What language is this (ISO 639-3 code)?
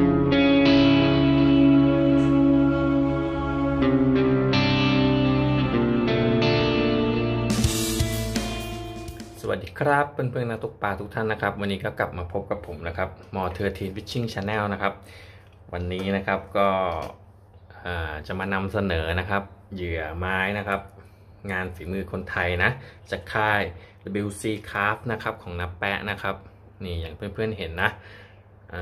tha